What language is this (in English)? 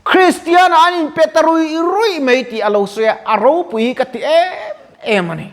Mizo